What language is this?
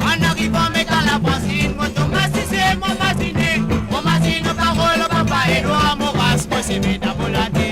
Morisyen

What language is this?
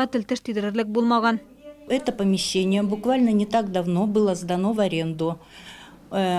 Tatar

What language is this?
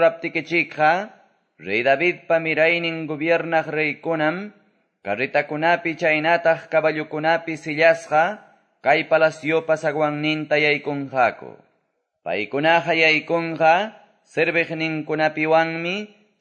Quechua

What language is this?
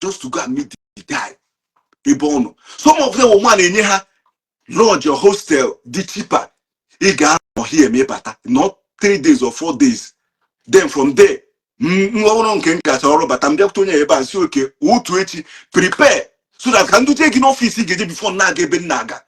Igbo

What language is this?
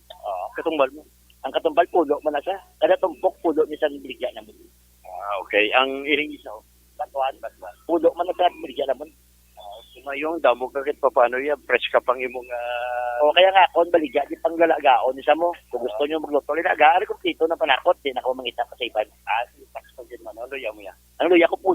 Hiligaynon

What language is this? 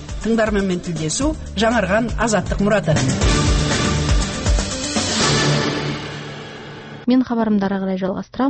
Kazakh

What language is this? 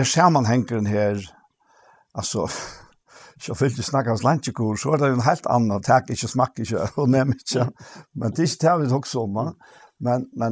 Faroese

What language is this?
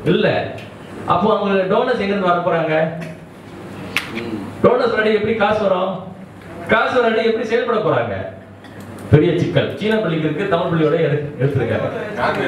Tamil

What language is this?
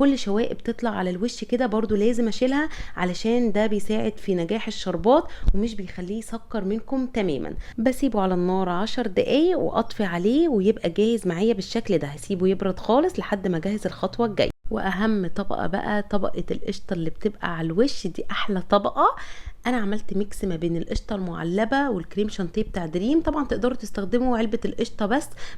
Egyptian Arabic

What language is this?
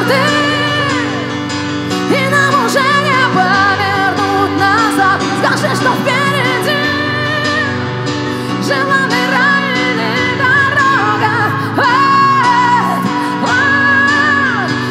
Russian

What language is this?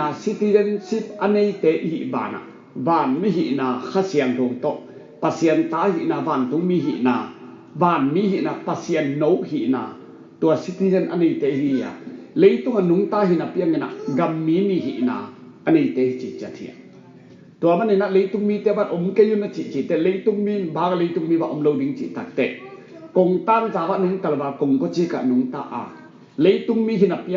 Tedim Chin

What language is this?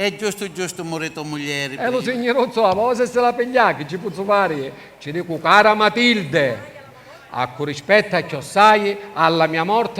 Sicilian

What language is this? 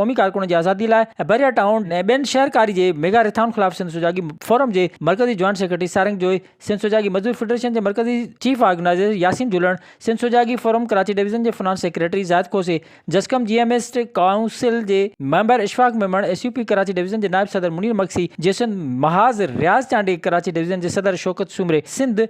Sindhi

